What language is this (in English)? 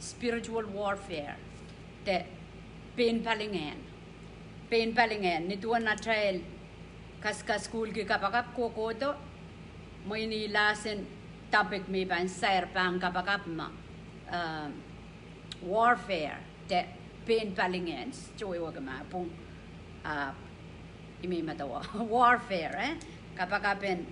Pohnpeian